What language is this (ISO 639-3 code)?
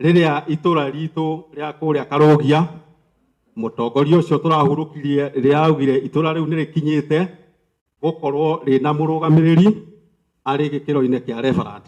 kik